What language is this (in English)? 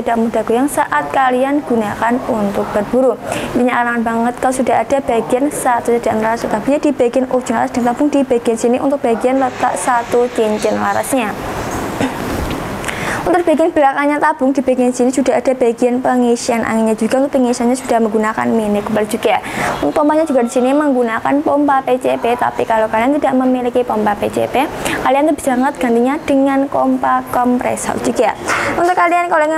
Indonesian